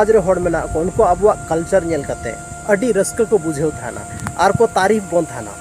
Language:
Santali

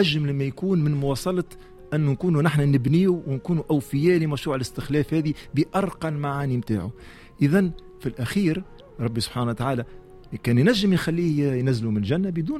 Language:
Tunisian Arabic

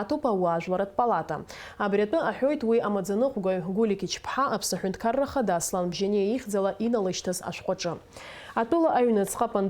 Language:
Abkhazian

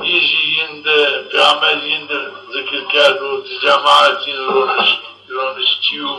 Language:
Zaza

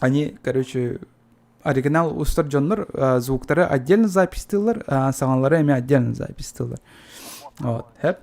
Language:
Yakut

